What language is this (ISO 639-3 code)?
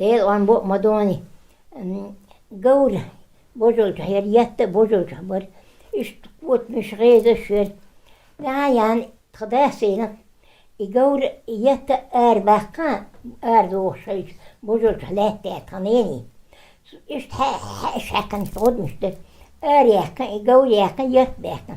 che